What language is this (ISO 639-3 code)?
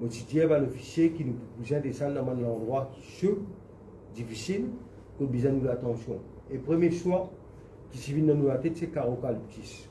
mfe